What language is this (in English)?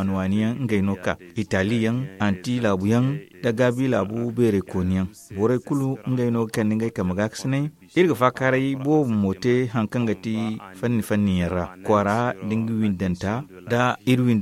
Zarma